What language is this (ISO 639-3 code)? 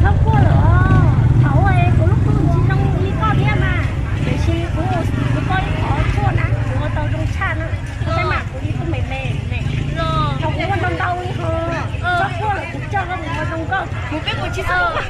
hmn